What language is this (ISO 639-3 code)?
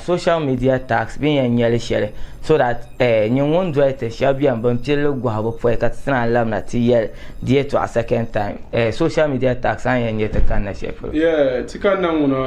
dag